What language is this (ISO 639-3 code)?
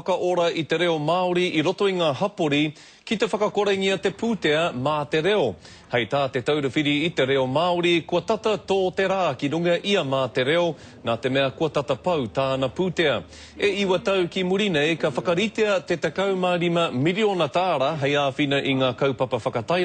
mri